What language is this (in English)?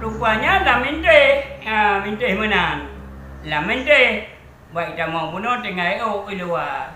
Achinese